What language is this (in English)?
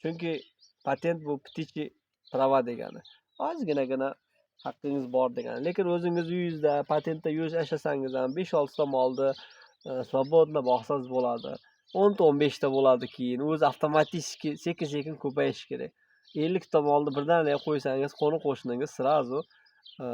Uzbek